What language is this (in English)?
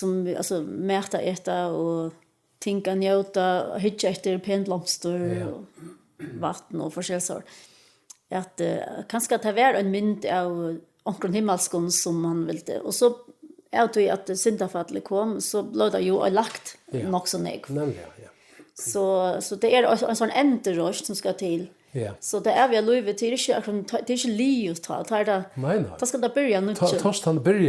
Faroese